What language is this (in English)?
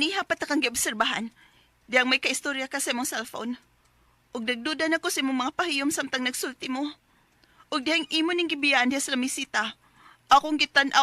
Cebuano